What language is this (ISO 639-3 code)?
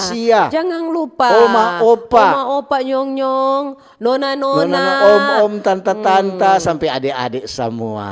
xmm